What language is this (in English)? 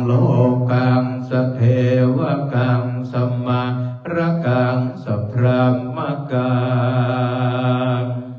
Pali